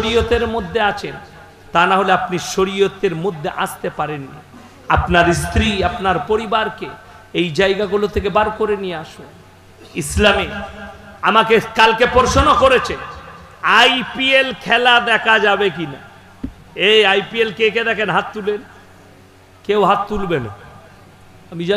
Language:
Bangla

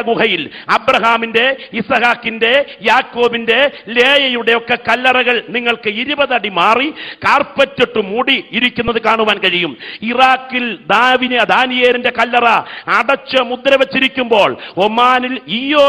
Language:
Malayalam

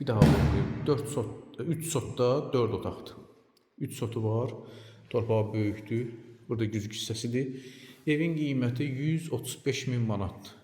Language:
Azerbaijani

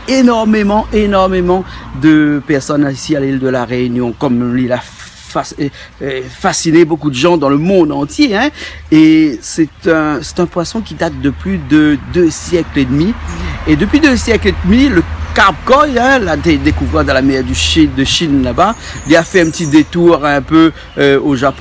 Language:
Réunion Creole French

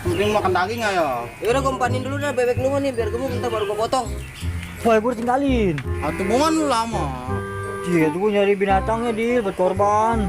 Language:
Betawi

